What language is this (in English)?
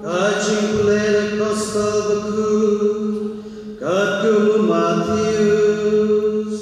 Khasi